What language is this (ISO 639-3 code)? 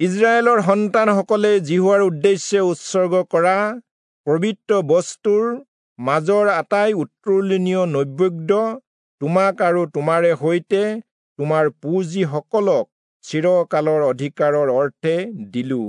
asm